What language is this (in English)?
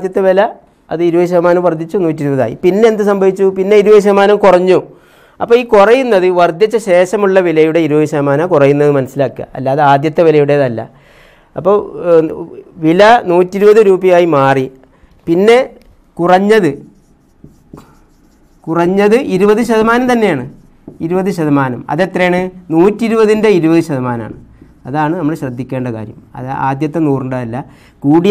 Malayalam